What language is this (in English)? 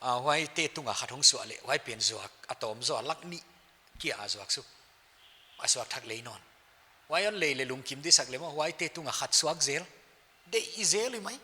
Paite Chin